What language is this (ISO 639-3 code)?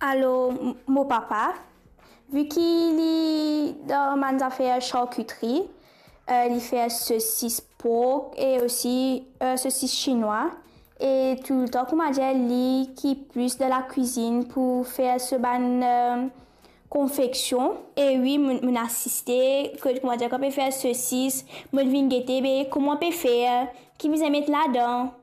mfe